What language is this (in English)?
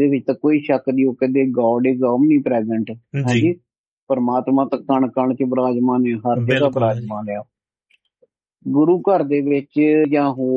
Punjabi